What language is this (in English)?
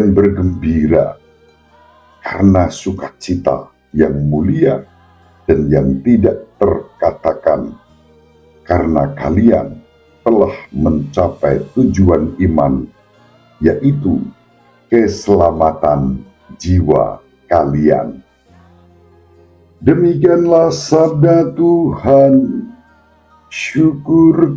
Indonesian